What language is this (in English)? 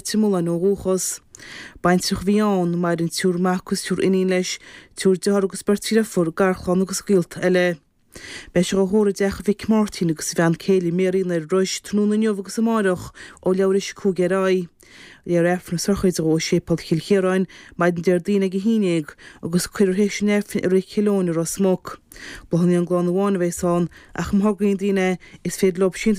Irish